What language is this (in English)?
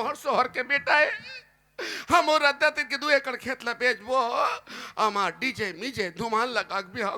Chhattisgarhi